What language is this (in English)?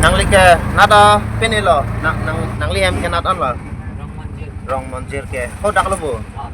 Karbi